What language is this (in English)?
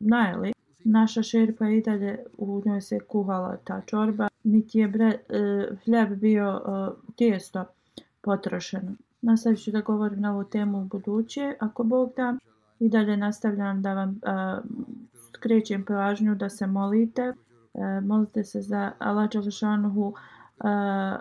Bosnian